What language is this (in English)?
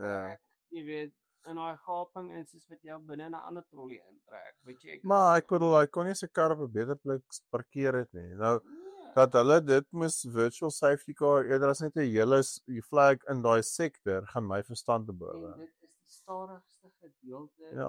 Afrikaans